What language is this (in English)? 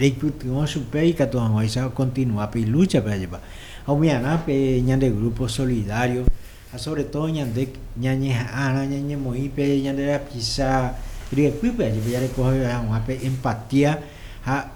Guarani